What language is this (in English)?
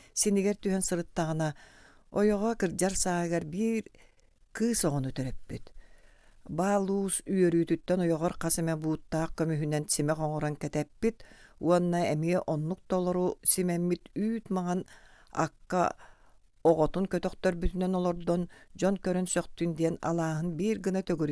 Yakut